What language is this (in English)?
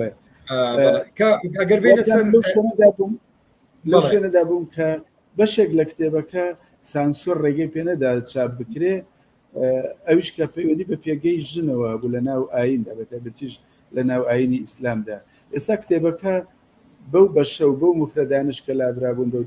Central Kurdish